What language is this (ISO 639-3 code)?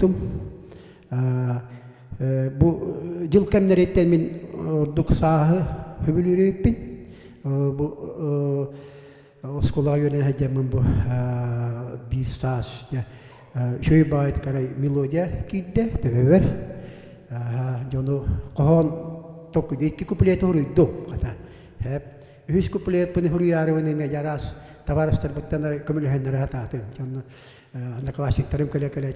sah